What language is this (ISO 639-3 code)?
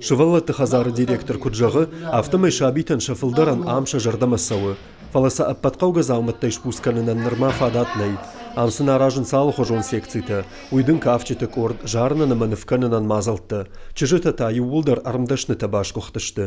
oss